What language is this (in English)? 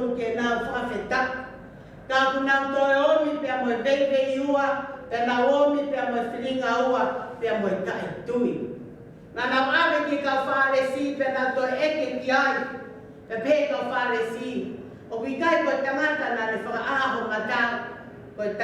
Tongan